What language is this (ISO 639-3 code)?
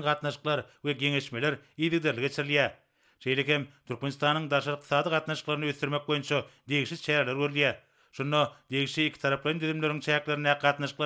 tuk